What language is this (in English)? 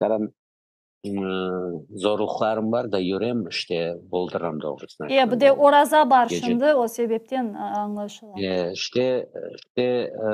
Crimean Tatar